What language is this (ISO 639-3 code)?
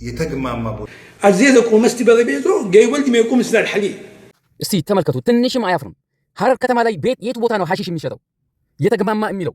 amh